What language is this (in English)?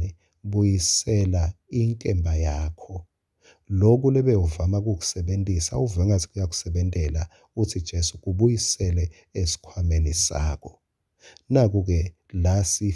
Swati